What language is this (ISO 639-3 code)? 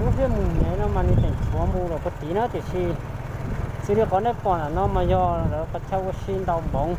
hmn